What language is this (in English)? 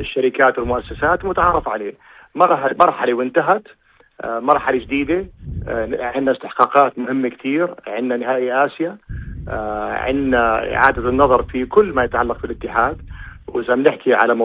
North Levantine Arabic